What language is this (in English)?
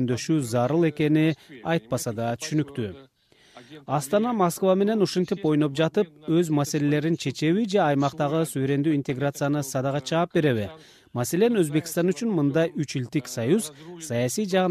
Kyrgyz